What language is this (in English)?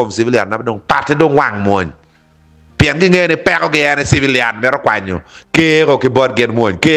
Acoli